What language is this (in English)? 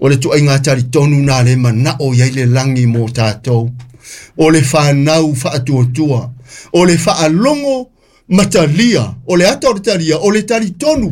Samoan